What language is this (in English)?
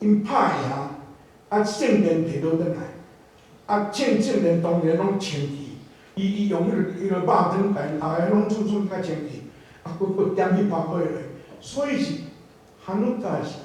Min Nan Chinese